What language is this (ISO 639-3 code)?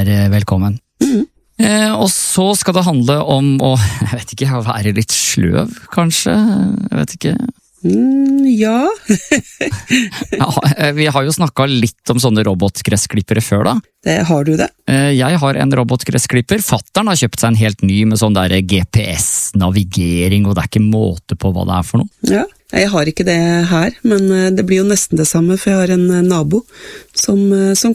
nor